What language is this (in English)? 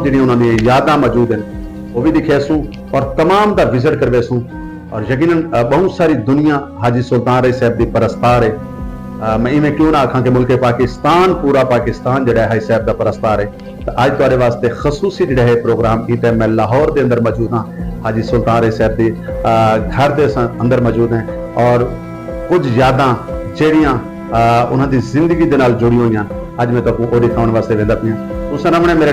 Saraiki